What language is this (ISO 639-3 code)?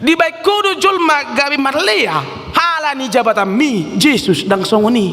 bbc